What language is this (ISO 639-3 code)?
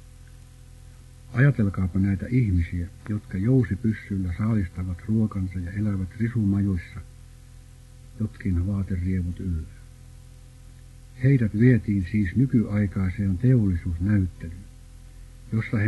fin